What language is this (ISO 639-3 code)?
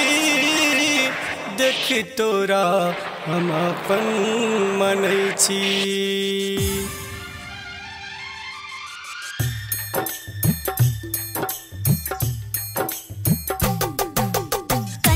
mai